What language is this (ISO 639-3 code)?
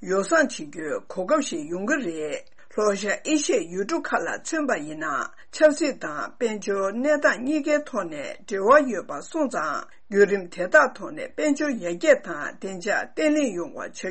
bod